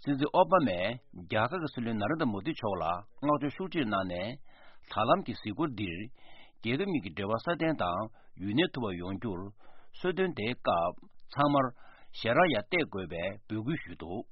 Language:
Tibetan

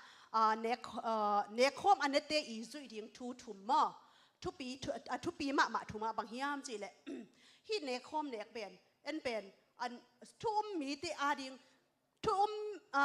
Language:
Tedim Chin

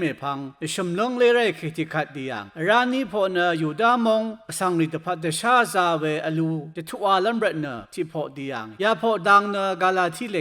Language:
Rawang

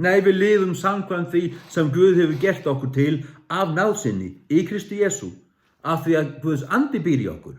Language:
Faroese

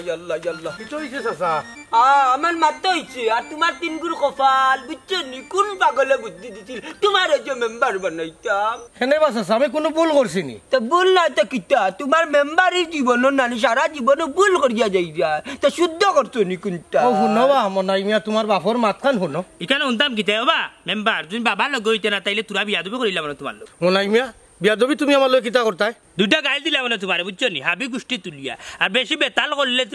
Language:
Sylheti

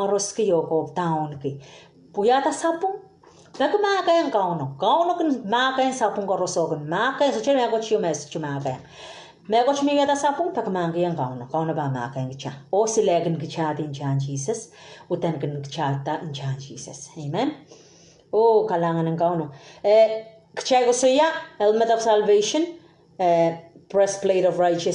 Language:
Pohnpeian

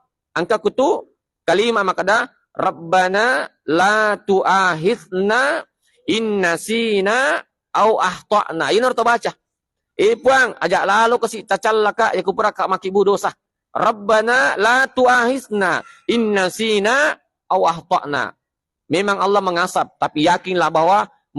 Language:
Buginese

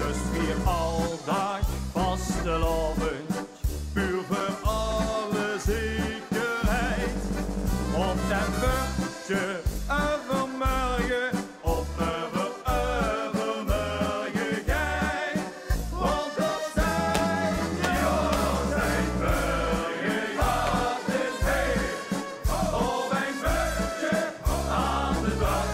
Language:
Limburgish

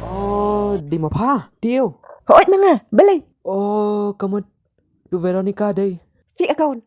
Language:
Khasi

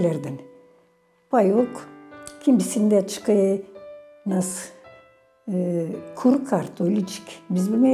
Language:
Gagauz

